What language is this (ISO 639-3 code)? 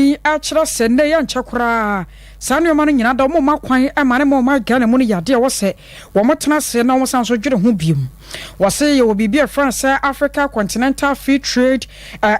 aka